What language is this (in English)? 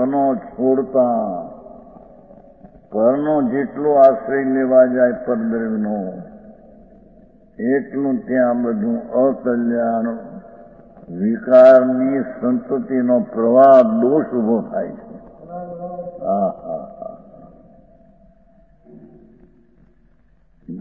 Gujarati